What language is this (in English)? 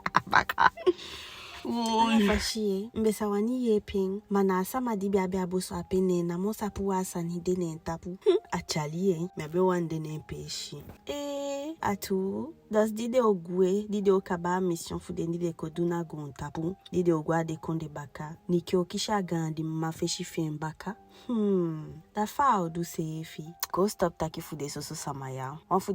Eastern Maroon Creole